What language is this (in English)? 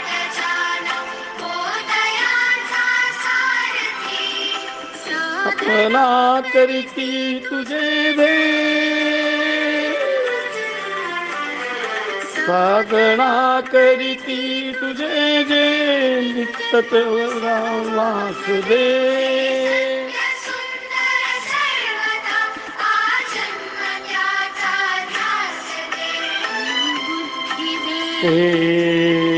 Hindi